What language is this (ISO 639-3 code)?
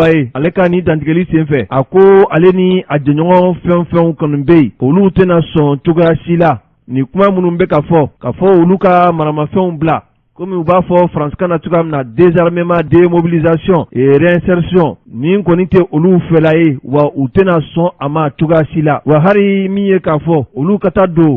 bam